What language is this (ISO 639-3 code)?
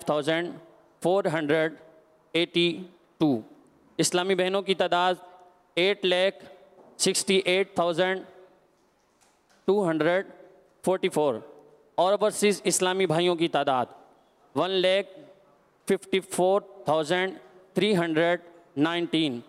urd